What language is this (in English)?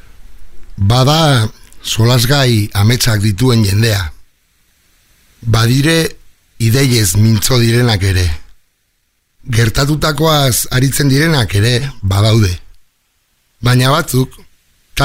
Basque